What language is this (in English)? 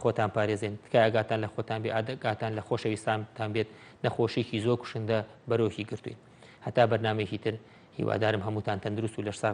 Central Kurdish